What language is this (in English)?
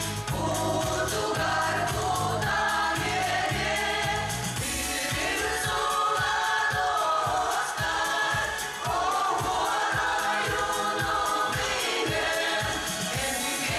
Yakut